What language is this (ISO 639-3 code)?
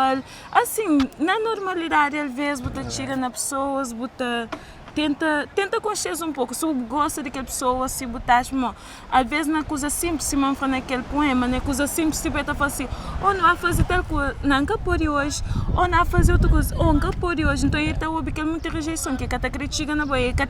kea